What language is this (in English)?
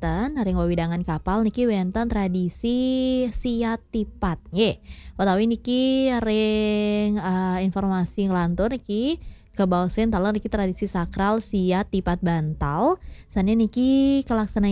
Balinese